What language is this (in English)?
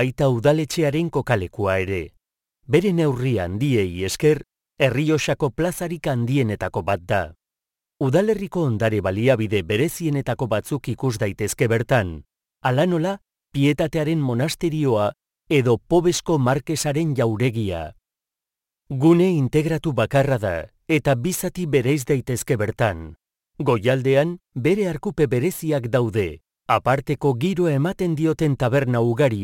Basque